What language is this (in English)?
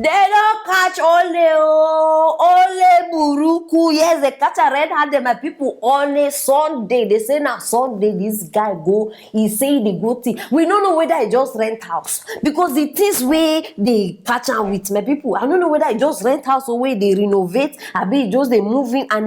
Nigerian Pidgin